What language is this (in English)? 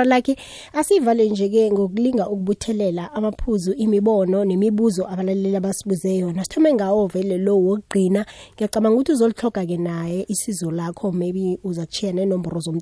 South Ndebele